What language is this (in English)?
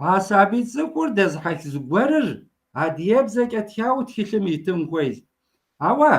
Kabardian